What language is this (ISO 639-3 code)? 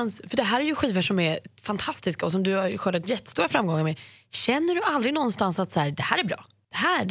swe